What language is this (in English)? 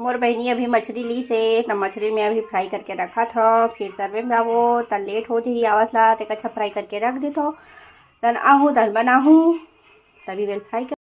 Chhattisgarhi